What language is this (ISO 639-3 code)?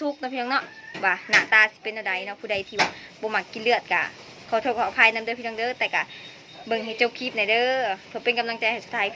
lao